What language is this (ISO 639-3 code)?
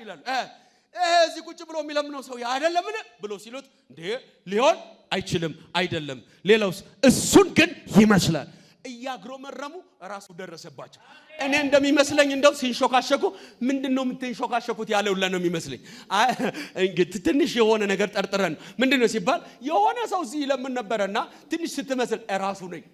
amh